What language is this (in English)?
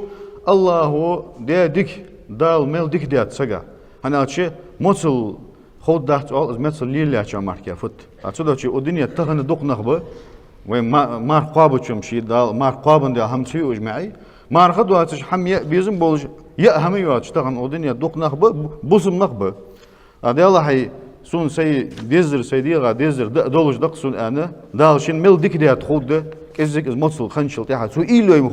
Ingush